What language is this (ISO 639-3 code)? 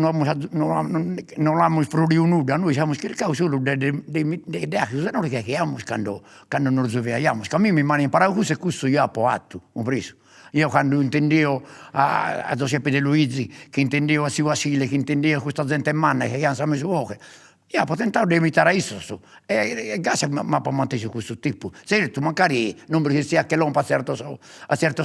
srd